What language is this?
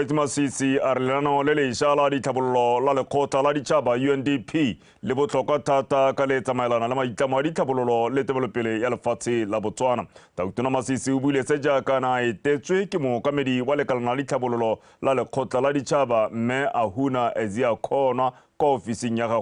Tswana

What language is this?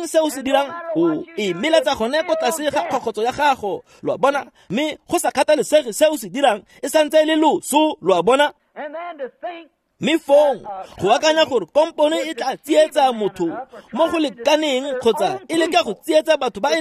Tswana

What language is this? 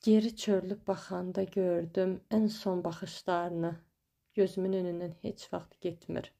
Azerbaijani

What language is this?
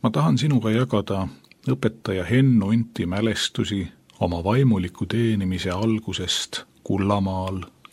Estonian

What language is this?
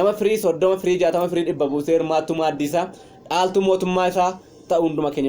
Oromo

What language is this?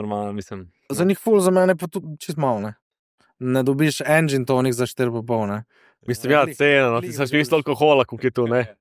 Slovenian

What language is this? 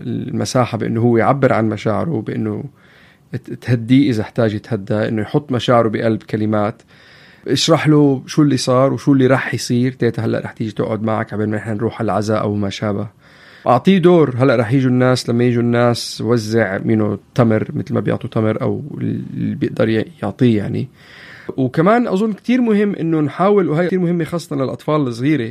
North Levantine Arabic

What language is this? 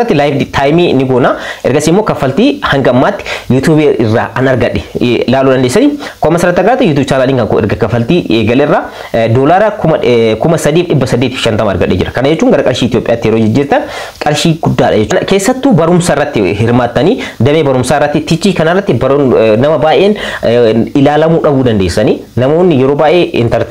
Oromo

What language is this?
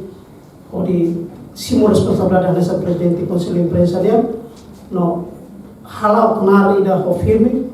Tetum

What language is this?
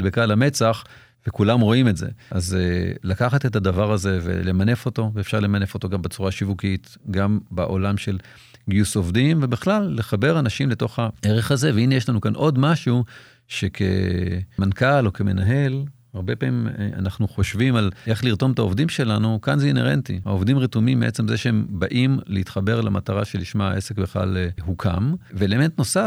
Hebrew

